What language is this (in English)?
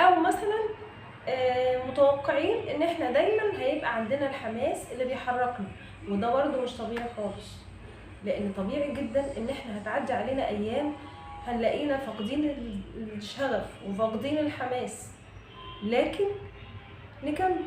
Egyptian Arabic